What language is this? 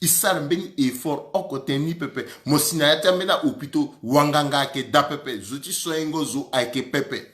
Sango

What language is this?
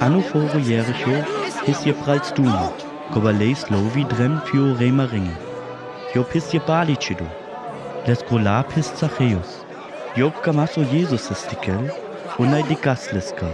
Sinte Romani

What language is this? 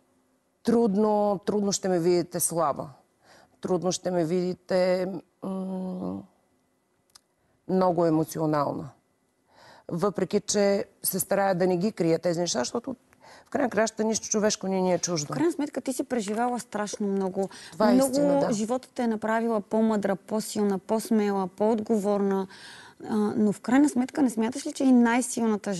Bulgarian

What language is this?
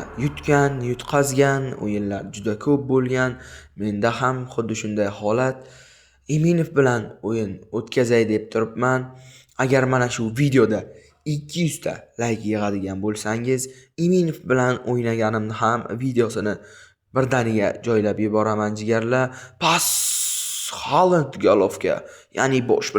Uzbek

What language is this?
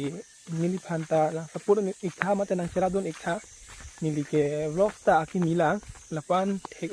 Karbi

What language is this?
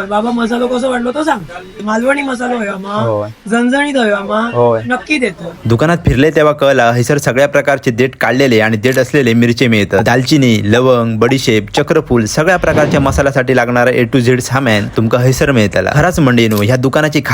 Konkani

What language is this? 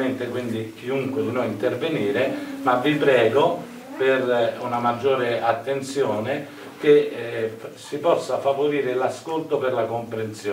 Italian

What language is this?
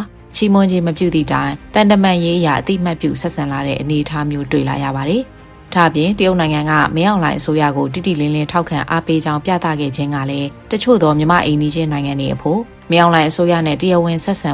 Burmese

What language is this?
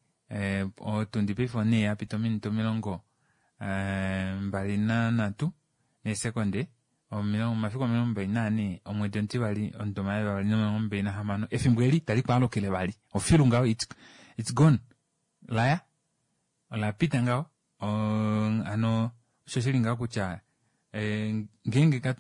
Kuanyama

